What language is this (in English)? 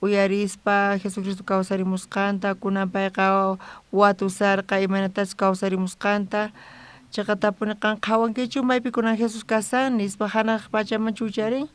South Bolivian Quechua